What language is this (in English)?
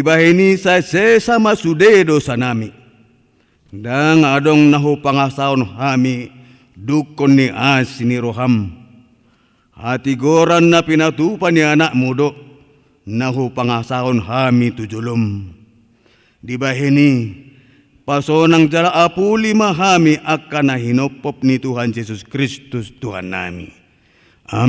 Batak Toba